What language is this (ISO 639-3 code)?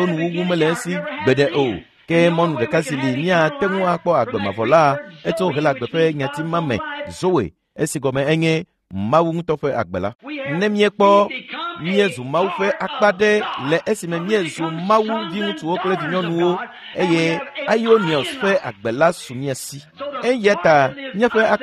ewe